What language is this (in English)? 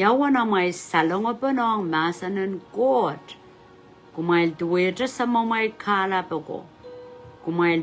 Pohnpeian